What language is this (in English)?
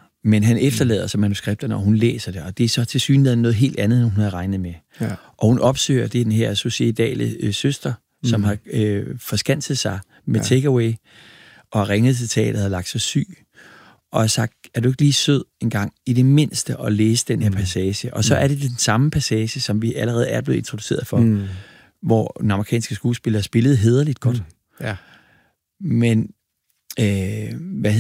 Danish